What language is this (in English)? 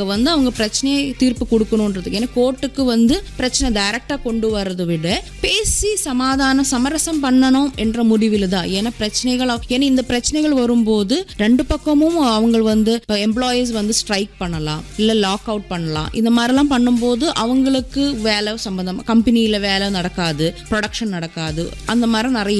Tamil